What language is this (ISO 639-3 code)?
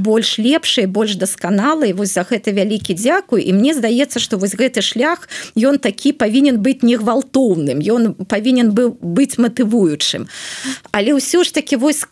bel